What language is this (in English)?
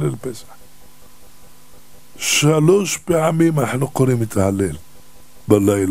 Hebrew